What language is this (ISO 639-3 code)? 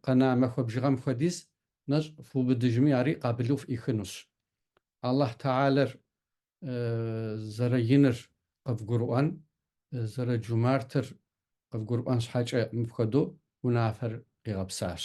kbd